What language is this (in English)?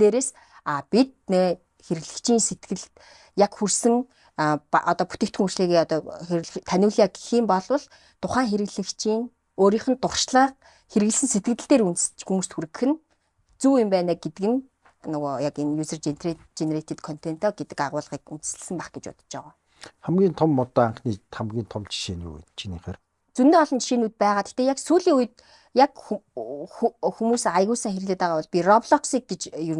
Mongolian